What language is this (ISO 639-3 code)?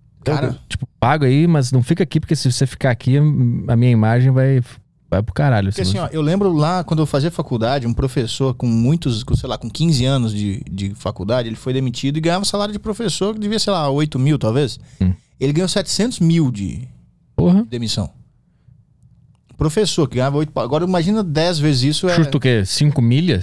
por